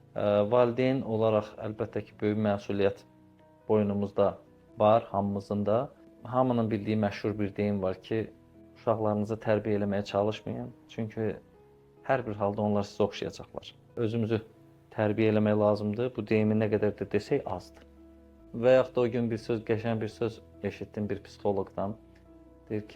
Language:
Azerbaijani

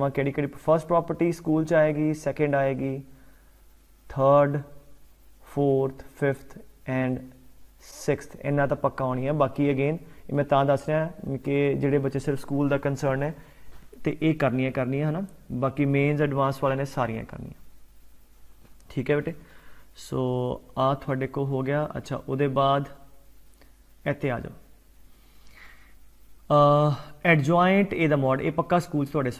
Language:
Punjabi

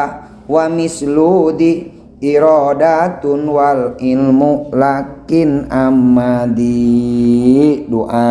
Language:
Sundanese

